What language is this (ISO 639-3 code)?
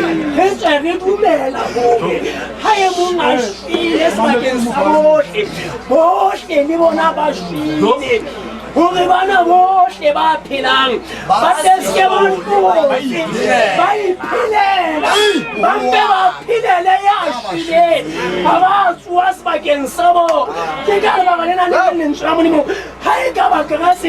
sot